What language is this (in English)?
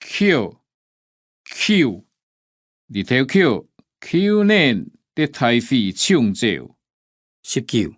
Hakka Chinese